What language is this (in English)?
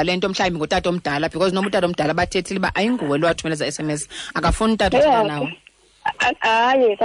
Xhosa